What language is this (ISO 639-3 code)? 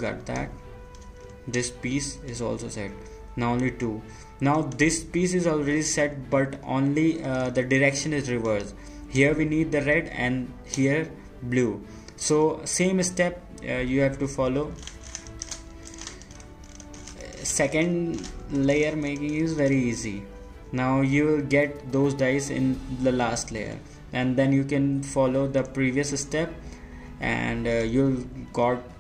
eng